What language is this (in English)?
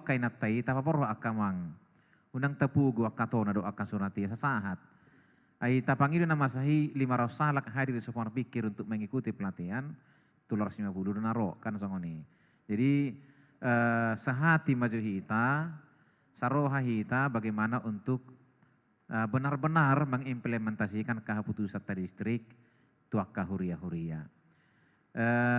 Batak Toba